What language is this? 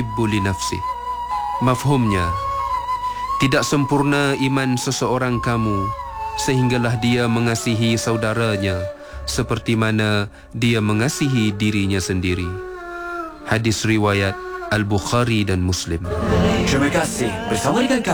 Malay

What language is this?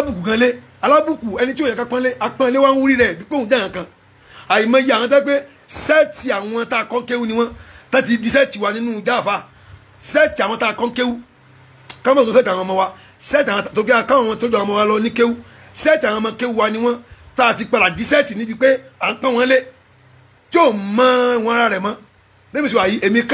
Yoruba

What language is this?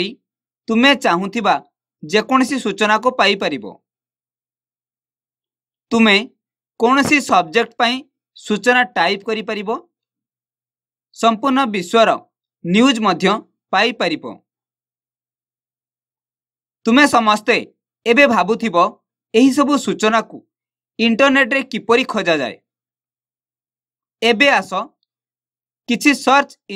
Odia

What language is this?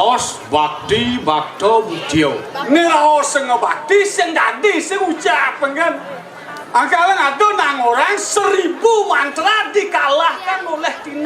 Balinese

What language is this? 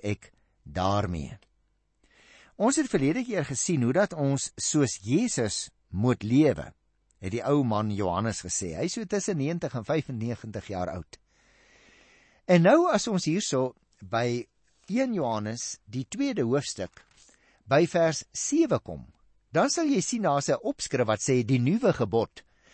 Afrikaans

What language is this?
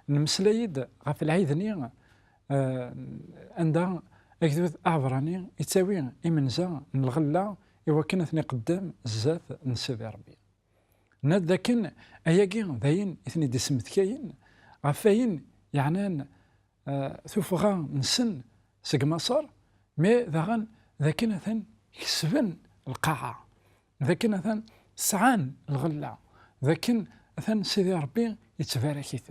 Kabyle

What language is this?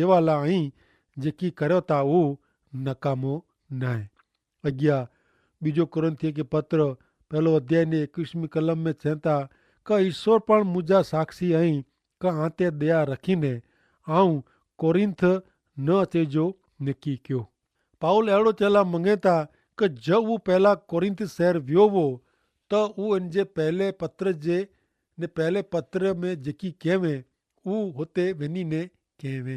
Kachhi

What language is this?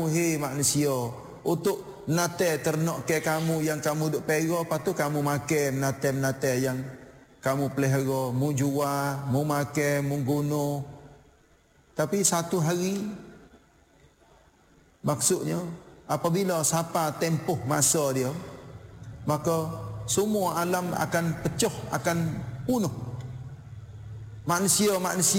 Malay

